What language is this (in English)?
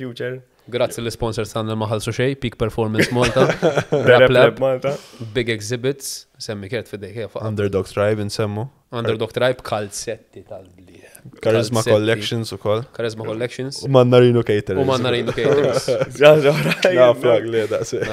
Maltese